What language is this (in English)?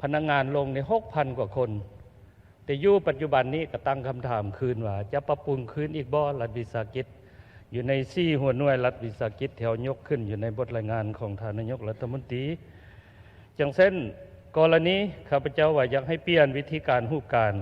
Lao